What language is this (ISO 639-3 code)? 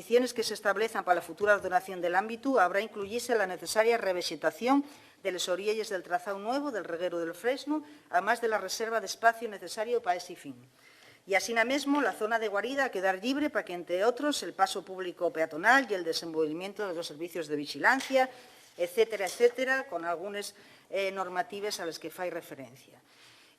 ast